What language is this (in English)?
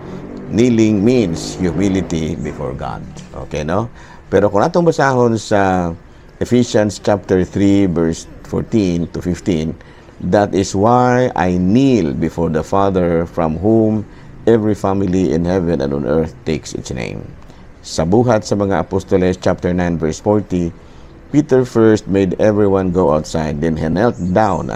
Cebuano